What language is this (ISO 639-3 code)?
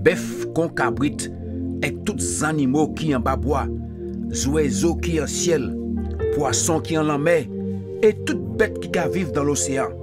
gcf